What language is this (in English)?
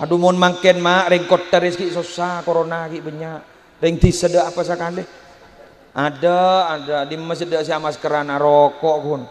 Madurese